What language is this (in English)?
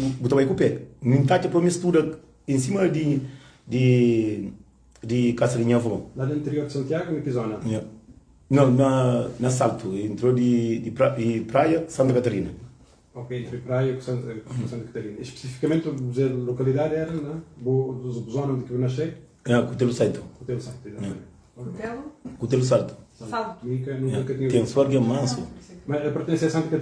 Kabuverdianu